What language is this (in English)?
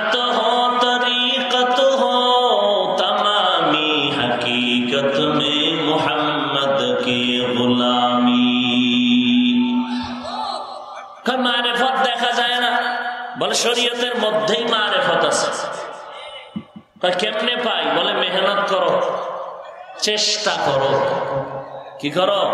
Bangla